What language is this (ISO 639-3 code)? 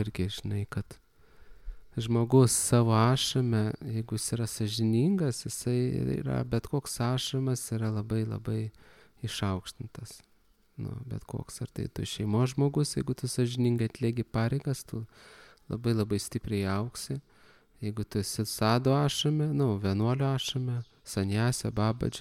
lit